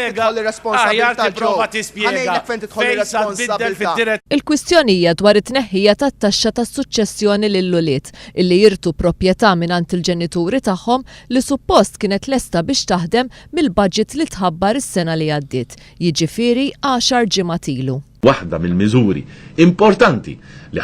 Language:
Maltese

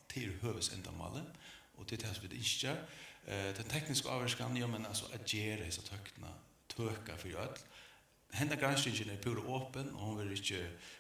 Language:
Faroese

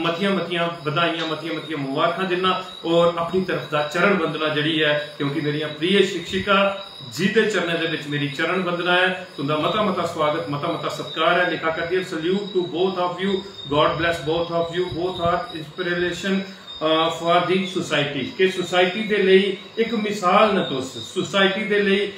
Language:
Dogri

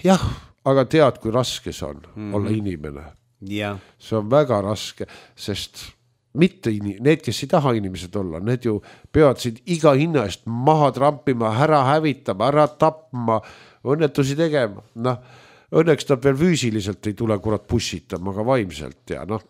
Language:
Estonian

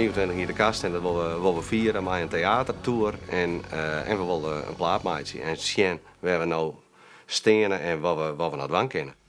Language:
Western Frisian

